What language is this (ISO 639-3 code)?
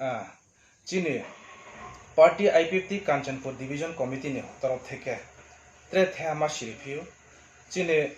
ria